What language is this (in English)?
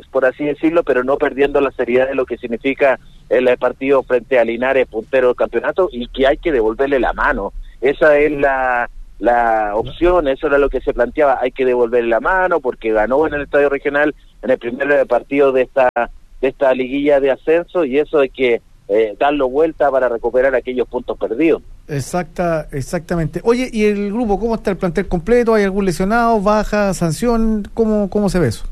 Spanish